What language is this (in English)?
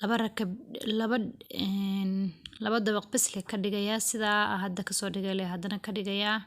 Somali